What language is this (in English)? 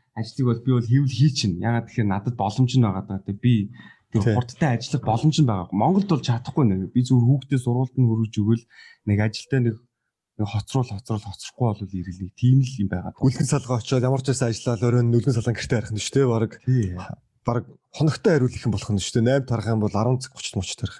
Mongolian